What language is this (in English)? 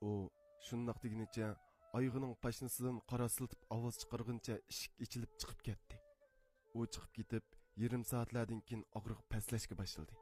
Uyghur